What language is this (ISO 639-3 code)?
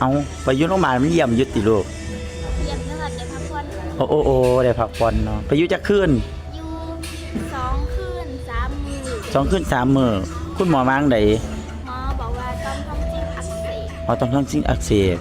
tts